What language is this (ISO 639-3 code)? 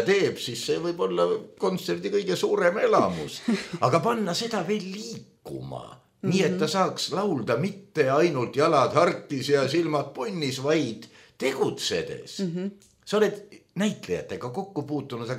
est